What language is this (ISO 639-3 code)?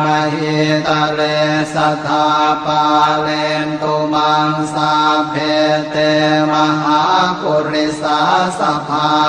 pli